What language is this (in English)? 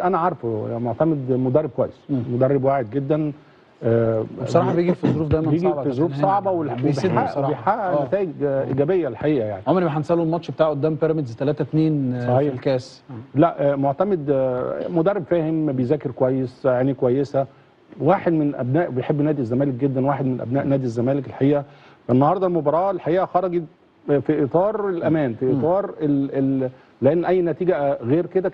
Egyptian Arabic